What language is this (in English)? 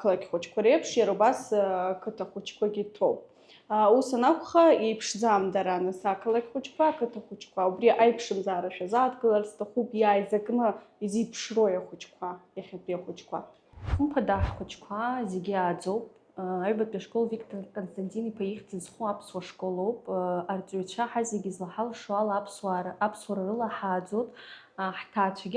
Abkhazian